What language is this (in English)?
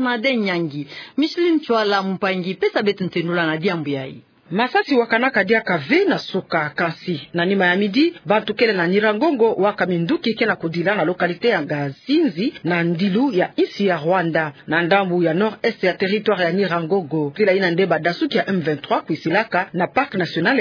Kituba (Democratic Republic of Congo)